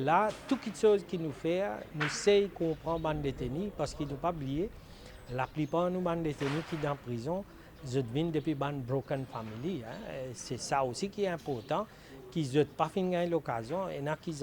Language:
Morisyen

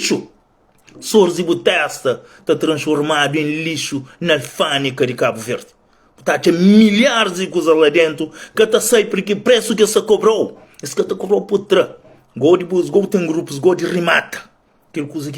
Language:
Kabuverdianu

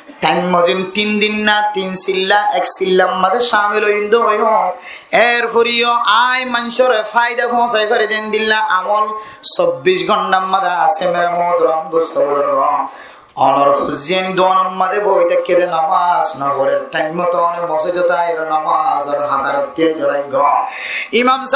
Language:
Rohingya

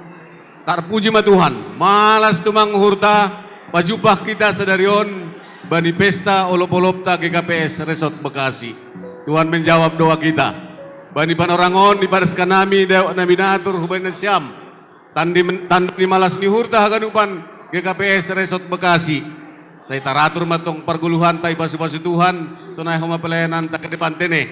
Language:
Batak Simalungun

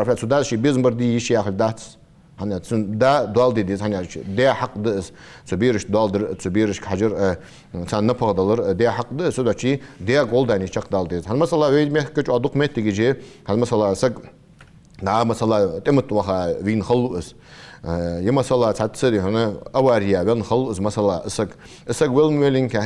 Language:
Ingush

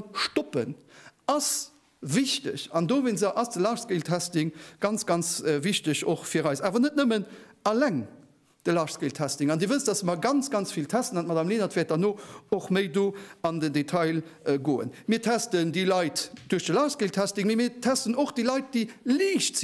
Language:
Luxembourgish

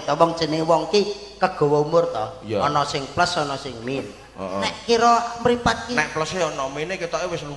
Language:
Javanese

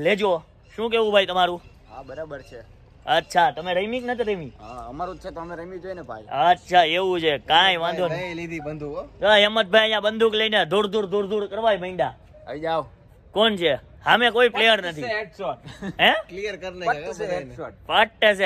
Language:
Gujarati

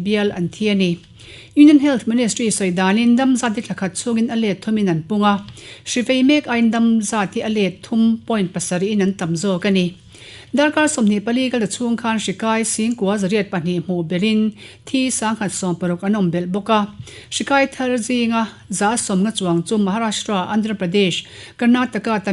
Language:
Mizo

